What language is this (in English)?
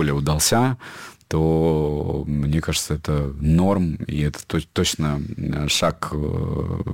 Russian